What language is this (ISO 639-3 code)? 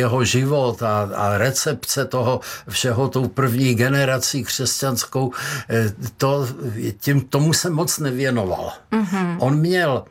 ces